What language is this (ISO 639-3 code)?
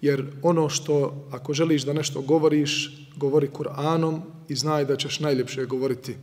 bos